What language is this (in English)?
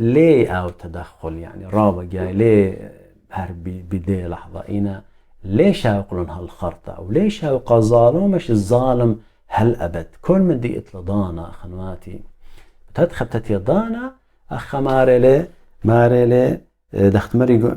Assyrian Neo-Aramaic